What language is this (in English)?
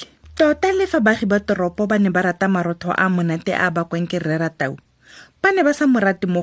Tswana